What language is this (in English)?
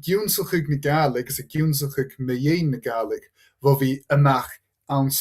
Scottish Gaelic